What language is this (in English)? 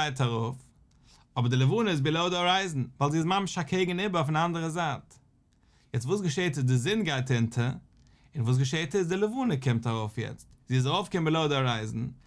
Yiddish